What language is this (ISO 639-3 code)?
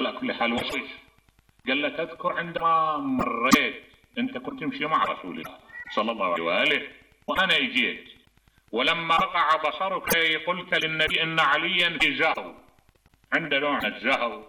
acm